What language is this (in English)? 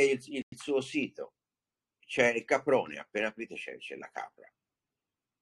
Italian